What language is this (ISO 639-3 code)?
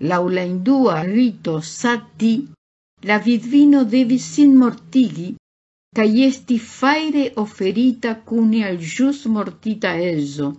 epo